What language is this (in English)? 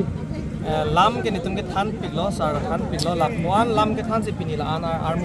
Karbi